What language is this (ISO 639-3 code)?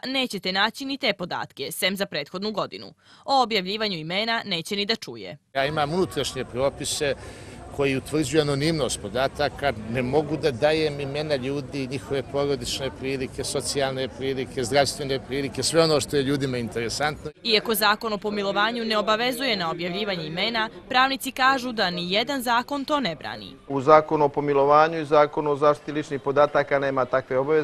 hrv